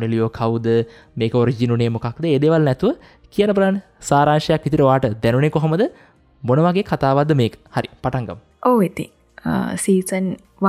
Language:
Sinhala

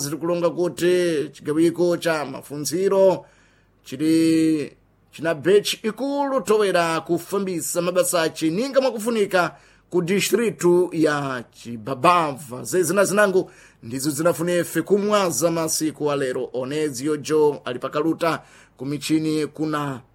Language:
Sena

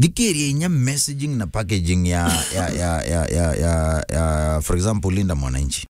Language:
Meru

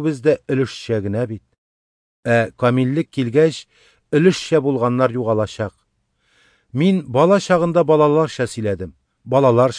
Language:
Tatar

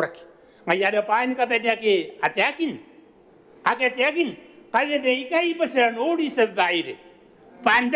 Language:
Gilbertese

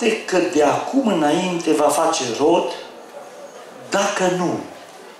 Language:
Romanian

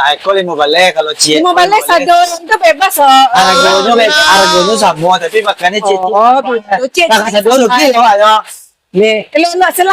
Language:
Minangkabau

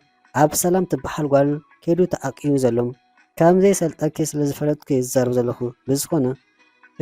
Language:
Tigrinya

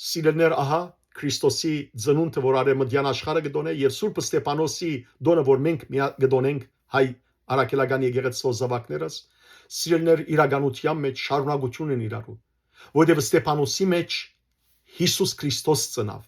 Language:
Western Armenian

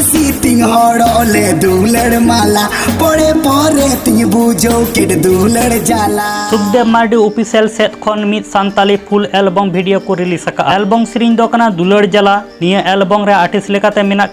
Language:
Santali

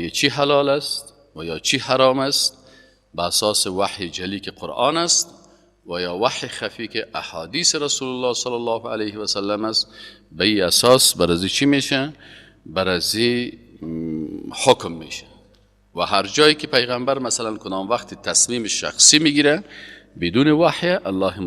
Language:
Persian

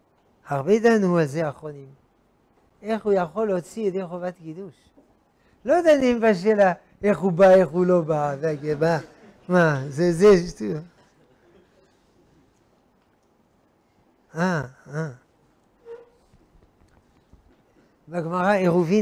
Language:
Hebrew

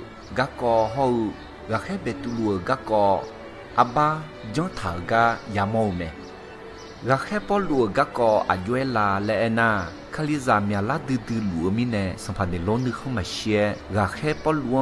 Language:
Akha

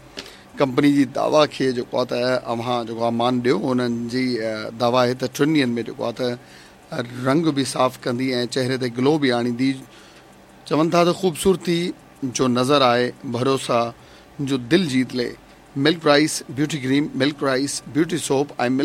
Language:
Sindhi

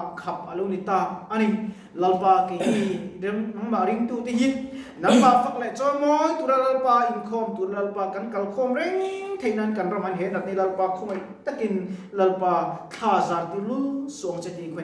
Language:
Mizo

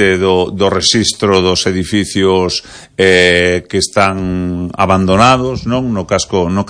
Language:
Galician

